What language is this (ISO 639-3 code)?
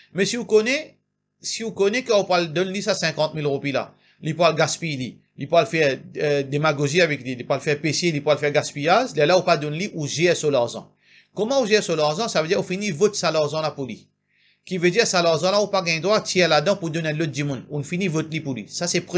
mfe